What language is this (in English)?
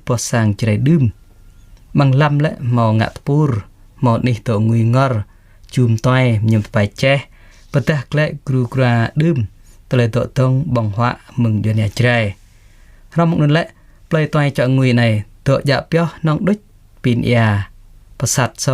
Jarai